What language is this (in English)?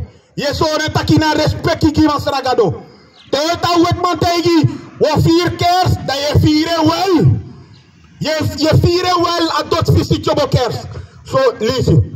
Sranan Tongo